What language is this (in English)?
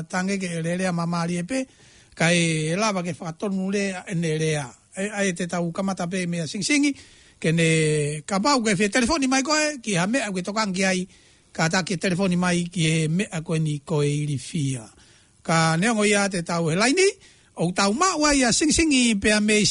Tongan